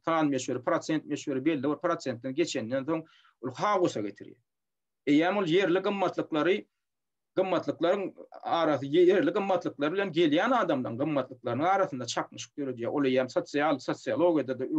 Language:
Turkmen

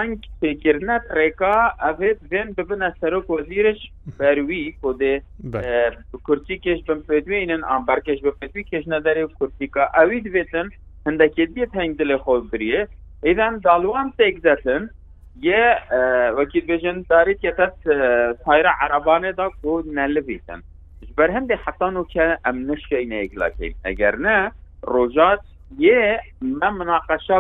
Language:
Kurdish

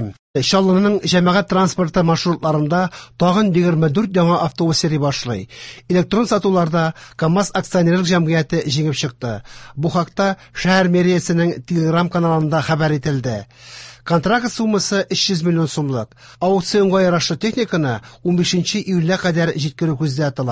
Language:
Tatar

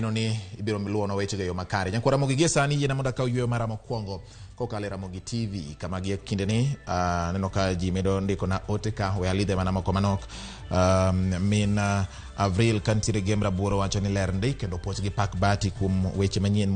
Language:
Luo (Kenya and Tanzania)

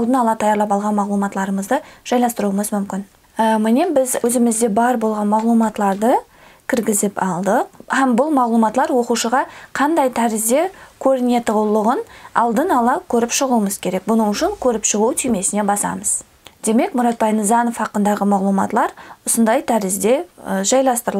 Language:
Kara-Kalpak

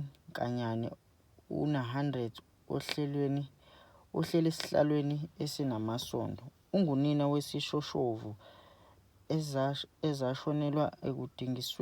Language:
Zulu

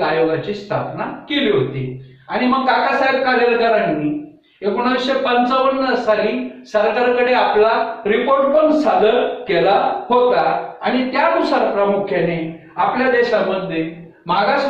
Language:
Marathi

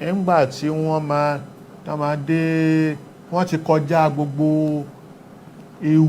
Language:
Yoruba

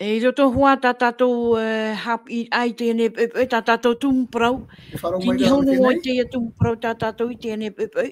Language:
Tahitian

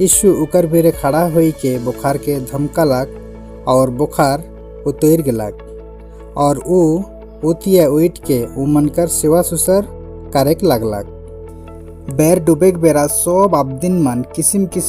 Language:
Sadri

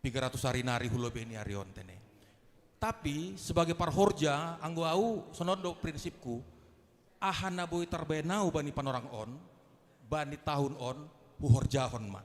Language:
Batak Simalungun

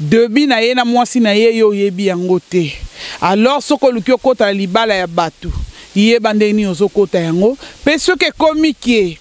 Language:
Lingala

